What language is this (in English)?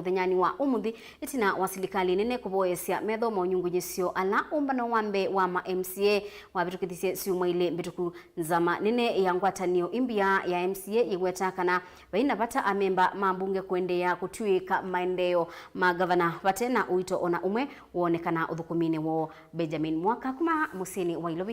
Kamba